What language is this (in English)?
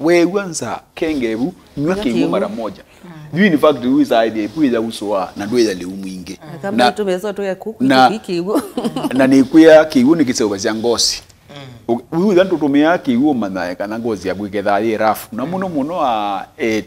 Kamba